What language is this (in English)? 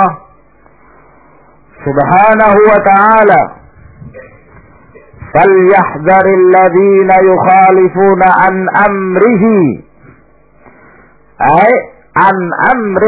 Indonesian